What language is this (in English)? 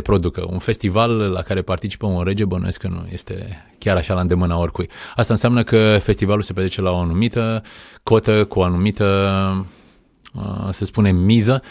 Romanian